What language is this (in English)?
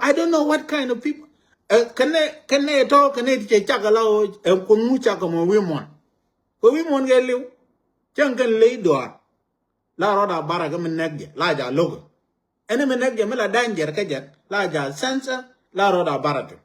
Nuer